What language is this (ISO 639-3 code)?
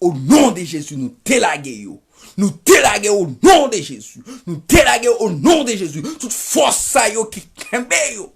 hat